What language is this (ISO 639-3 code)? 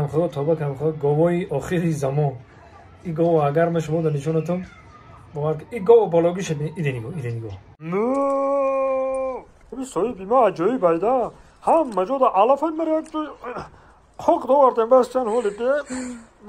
tgk